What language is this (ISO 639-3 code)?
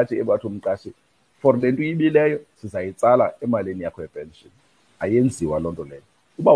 xho